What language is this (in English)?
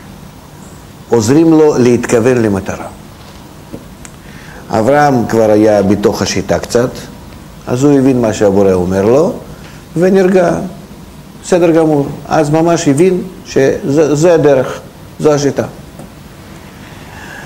Hebrew